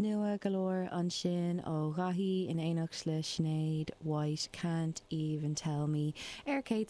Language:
Irish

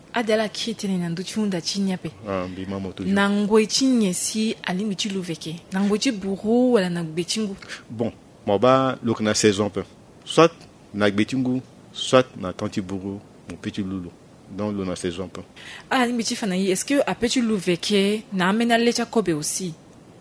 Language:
Sango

